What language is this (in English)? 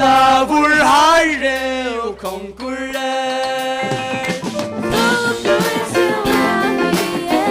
Faroese